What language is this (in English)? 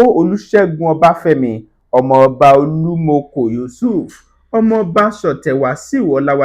Yoruba